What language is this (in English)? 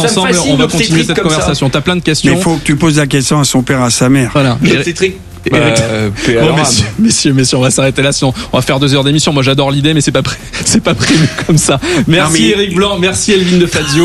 French